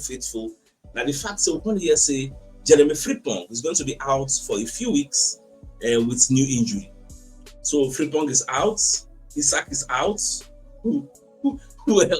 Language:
Nigerian Pidgin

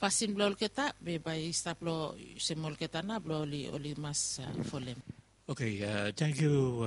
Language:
Bislama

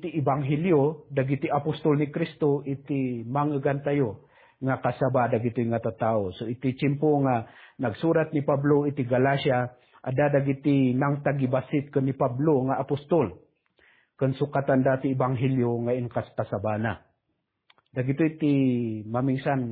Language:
Iloko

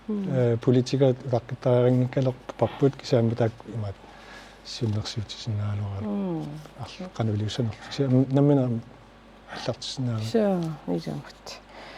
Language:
Kalaallisut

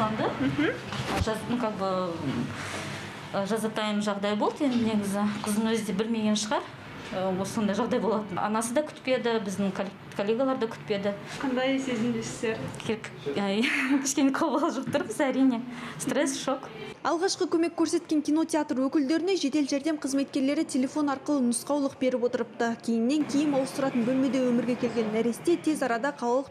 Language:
Kazakh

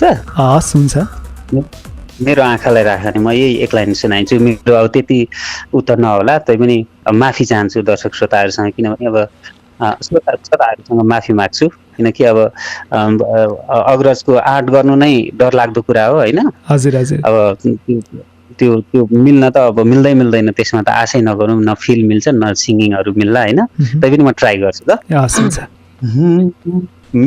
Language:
Nepali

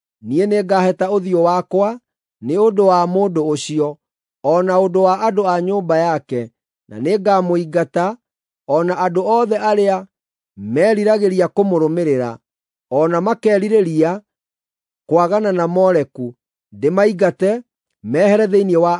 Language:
Kikuyu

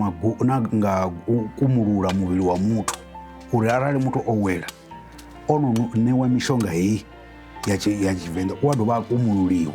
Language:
Venda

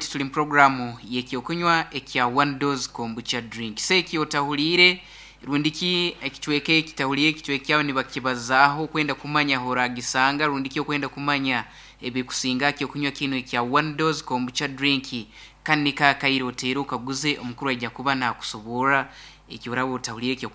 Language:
Nyankole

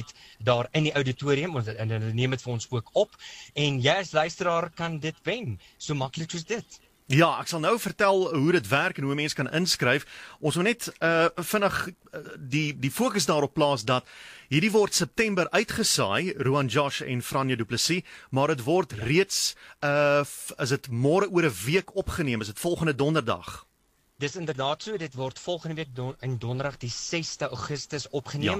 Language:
Afrikaans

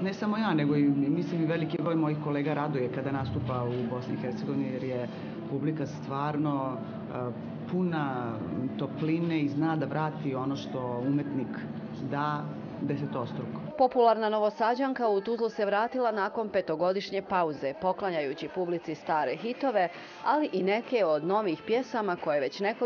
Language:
Bosnian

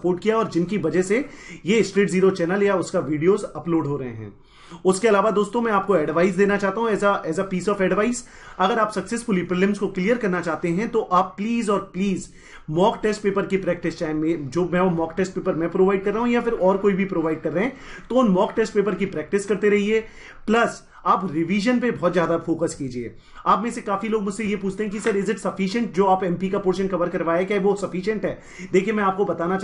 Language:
Hindi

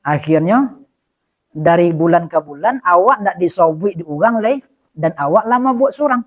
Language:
Minangkabau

